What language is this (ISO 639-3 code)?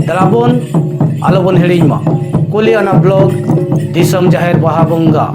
sat